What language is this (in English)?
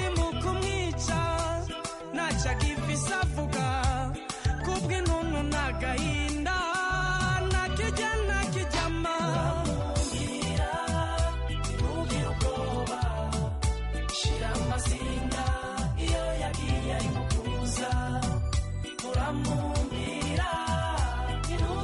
Kinyarwanda